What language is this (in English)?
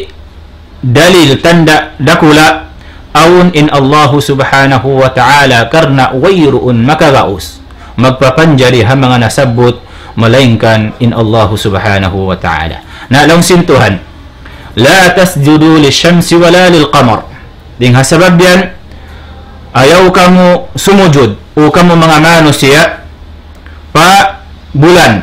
Tausug